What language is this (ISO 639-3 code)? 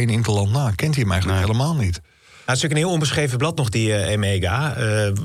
nld